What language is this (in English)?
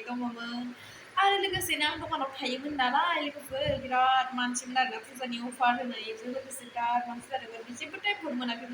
Bodo